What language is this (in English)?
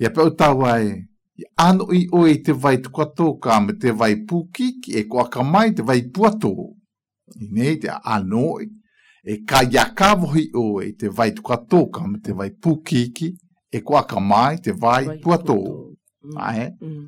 Galician